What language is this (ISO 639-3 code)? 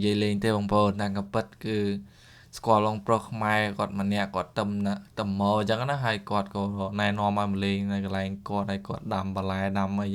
khm